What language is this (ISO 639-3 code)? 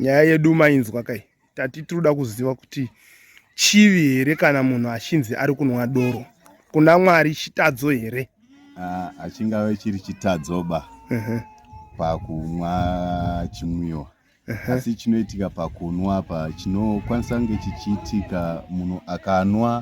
sna